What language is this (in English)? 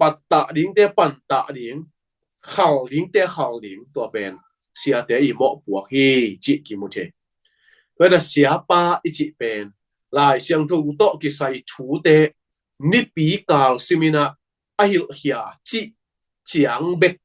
Tedim Chin